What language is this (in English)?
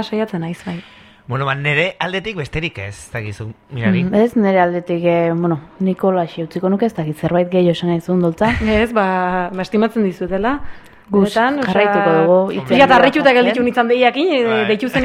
Basque